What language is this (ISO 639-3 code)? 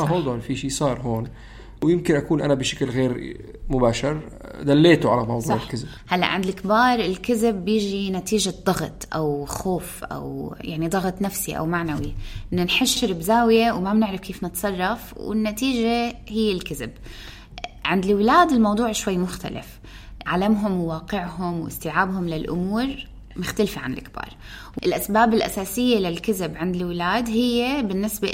apc